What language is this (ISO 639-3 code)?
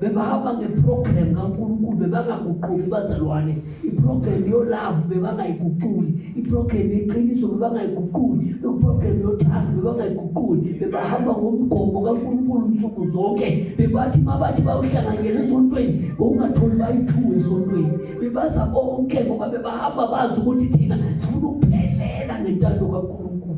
zul